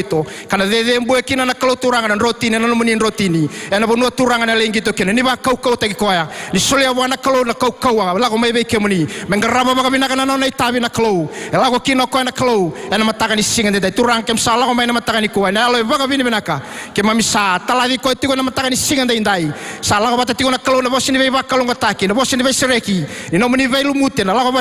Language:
Fijian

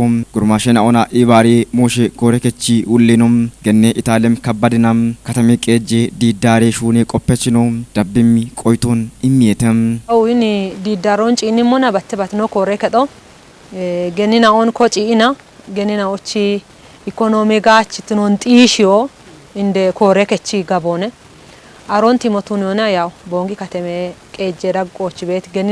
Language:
Kafa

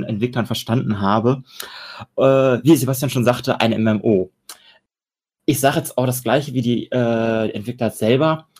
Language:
German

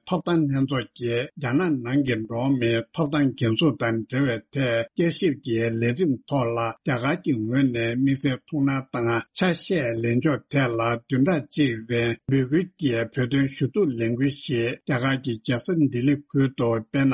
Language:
Tibetan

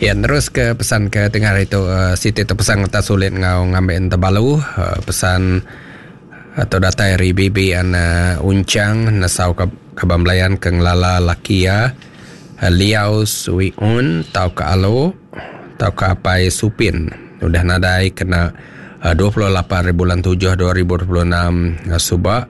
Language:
Iban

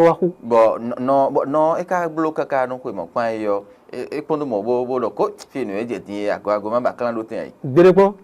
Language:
Fon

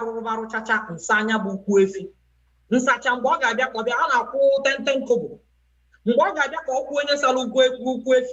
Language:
Igbo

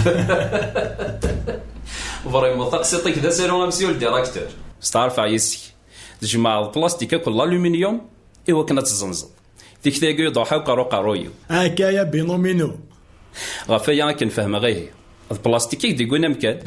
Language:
Kabyle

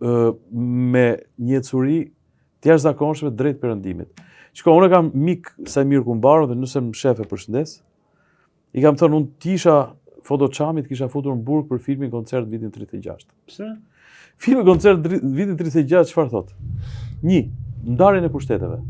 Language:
Albanian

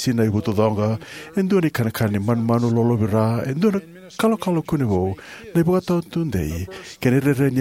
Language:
Fijian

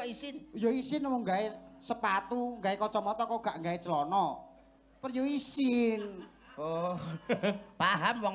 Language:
Javanese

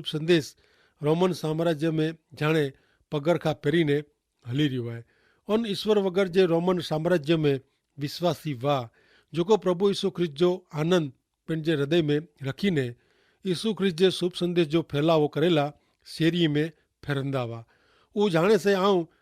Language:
Kachhi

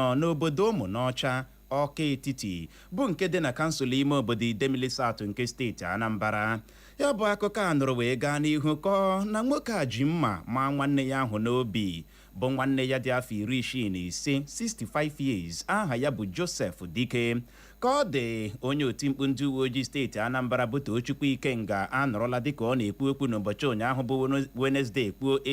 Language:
Igbo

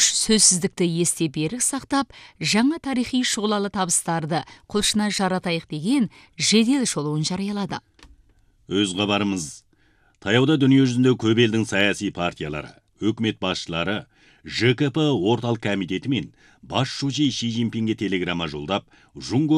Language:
Kyrgyz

